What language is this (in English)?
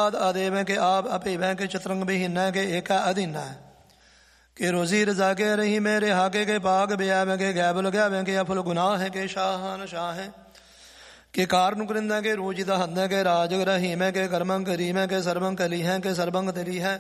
Punjabi